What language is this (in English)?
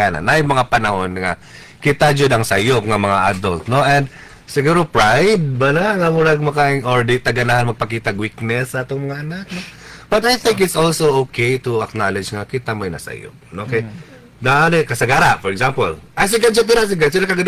Cebuano